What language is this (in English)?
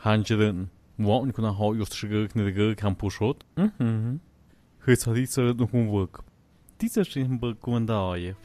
Tlahuitoltepec Mixe